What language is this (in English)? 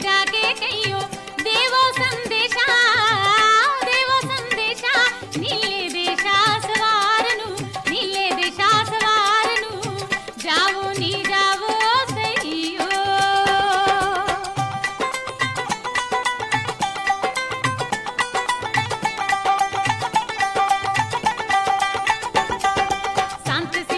Punjabi